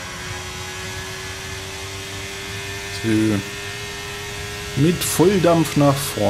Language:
German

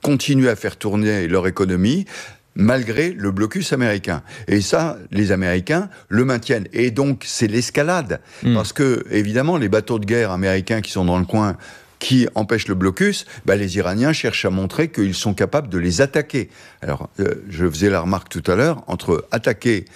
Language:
French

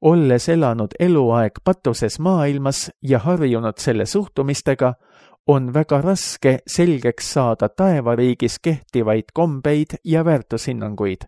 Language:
Estonian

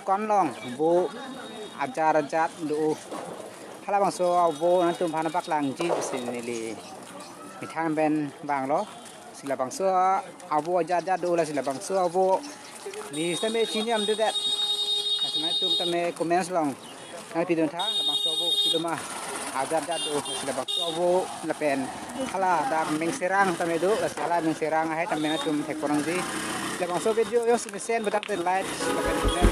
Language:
Karbi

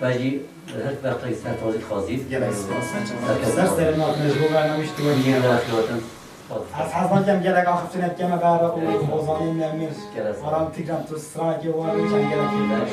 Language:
Kurdish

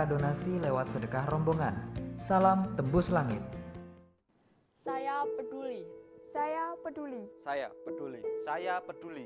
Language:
Indonesian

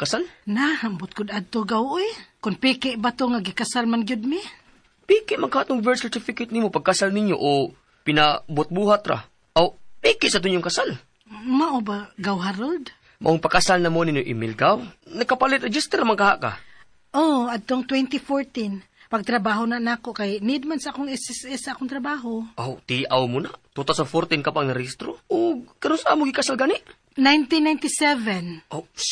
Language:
Cebuano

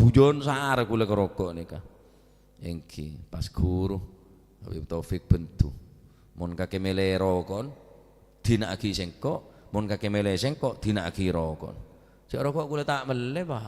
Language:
Madurese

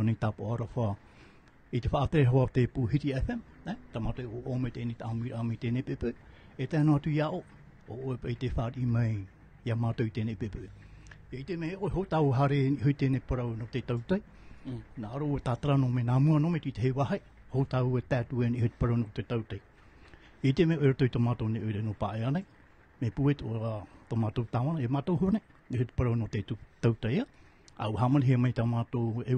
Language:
Tahitian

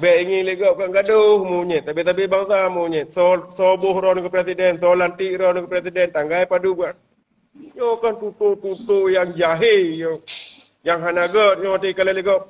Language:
Achinese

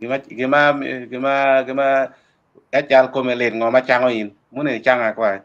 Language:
Acoli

